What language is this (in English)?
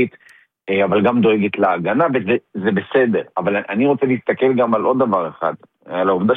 Hebrew